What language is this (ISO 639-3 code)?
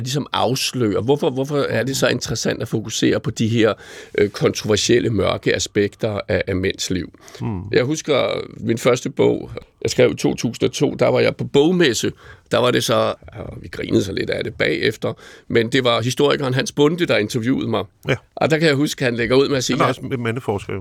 dan